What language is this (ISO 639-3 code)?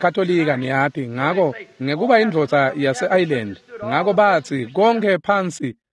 ssw